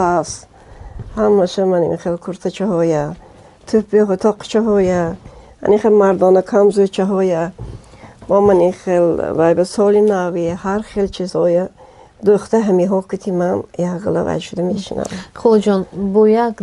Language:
Tajik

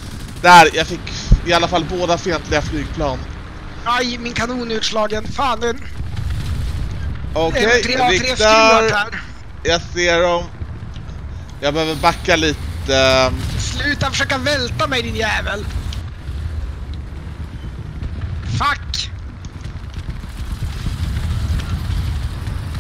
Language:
Swedish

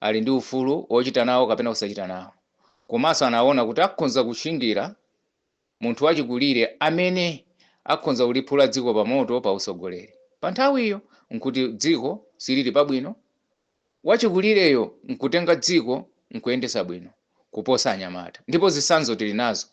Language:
Nyanja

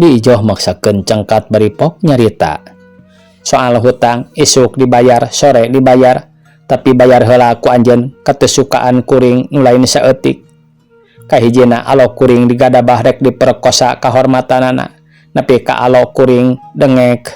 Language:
Sundanese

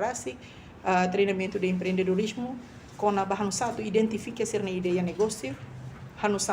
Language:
Tetum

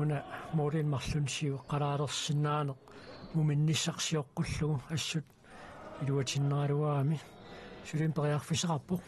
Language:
Kalaallisut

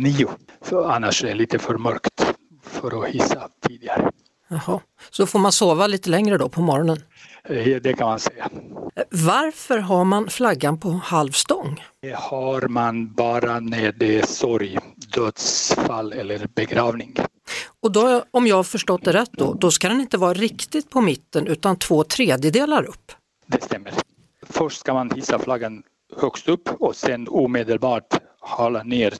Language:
Swedish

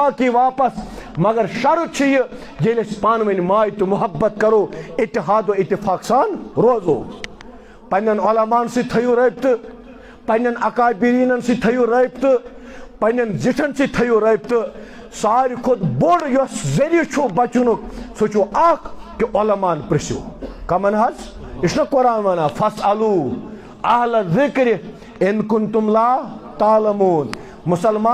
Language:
Kashmiri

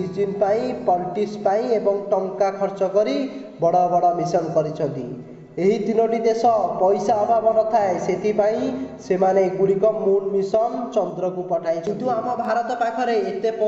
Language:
Odia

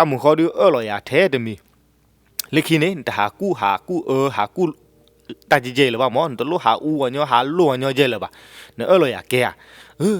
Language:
S'gaw Karen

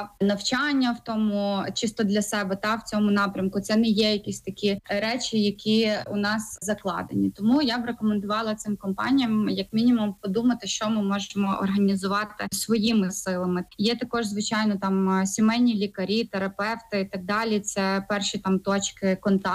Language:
Ukrainian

